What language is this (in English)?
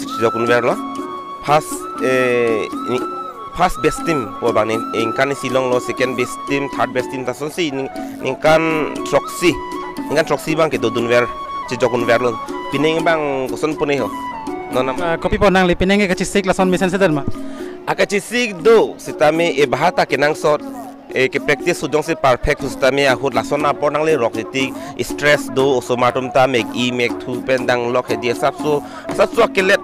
Karbi